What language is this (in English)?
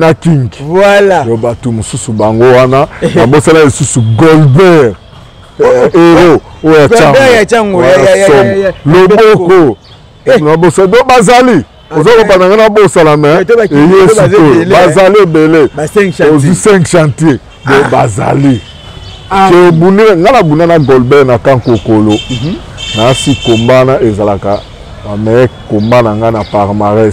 Lingala